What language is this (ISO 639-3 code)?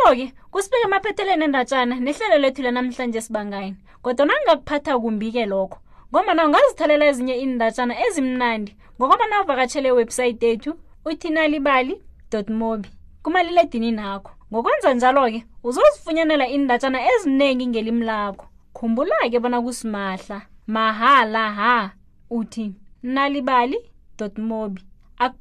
nbl